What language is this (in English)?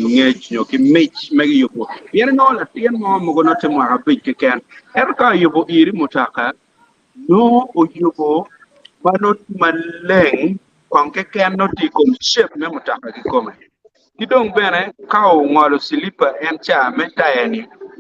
Acoli